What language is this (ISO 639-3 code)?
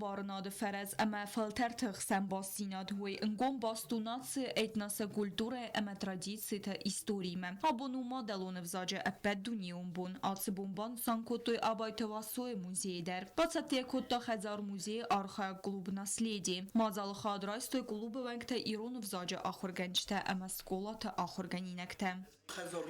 oss